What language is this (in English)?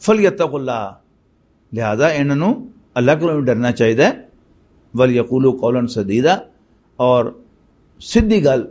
Western Panjabi